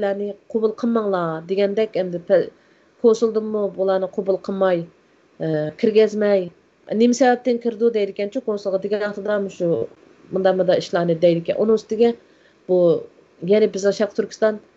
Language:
Uyghur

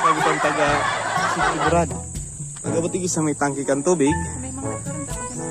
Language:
Bikol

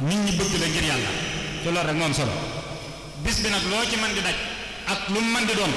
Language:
Wolof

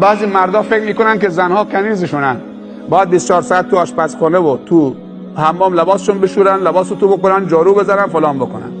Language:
Persian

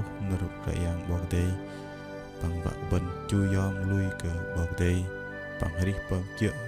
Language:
Bahnar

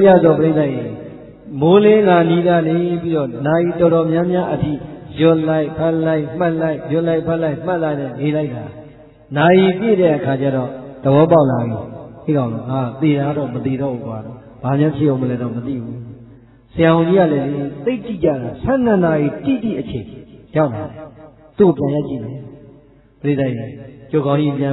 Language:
Burmese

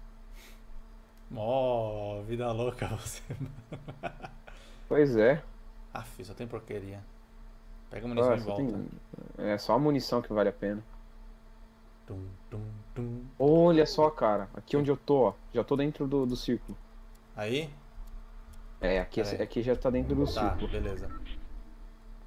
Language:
Portuguese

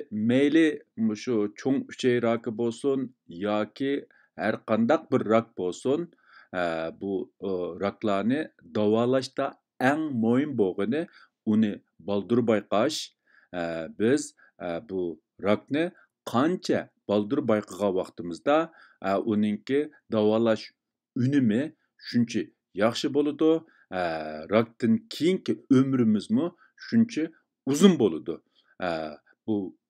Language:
Uyghur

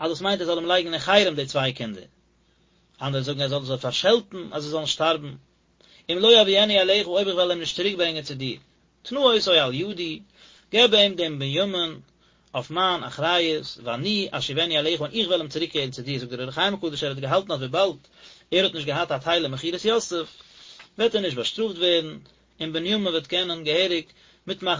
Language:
Yiddish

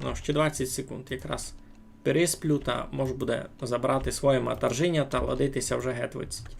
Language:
Rusyn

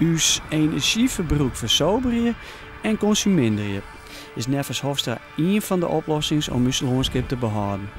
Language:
Western Frisian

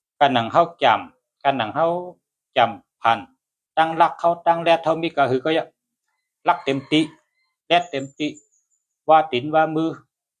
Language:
Shan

